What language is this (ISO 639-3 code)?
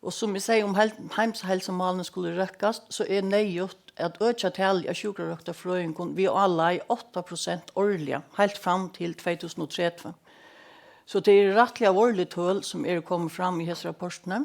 fao